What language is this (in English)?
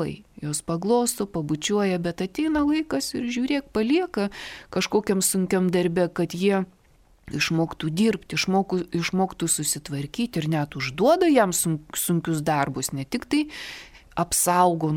Lithuanian